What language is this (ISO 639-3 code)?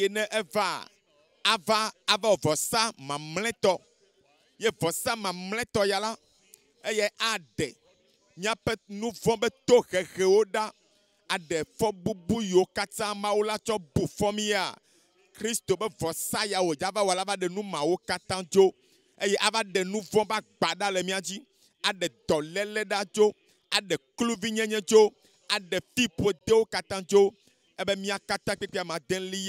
ewe